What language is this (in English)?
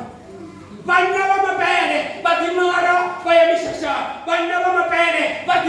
Venda